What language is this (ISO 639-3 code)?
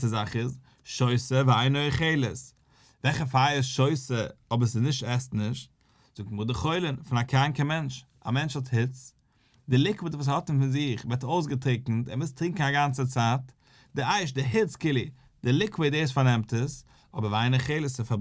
yid